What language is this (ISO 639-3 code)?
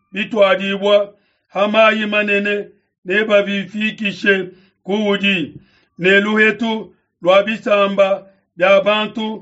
lua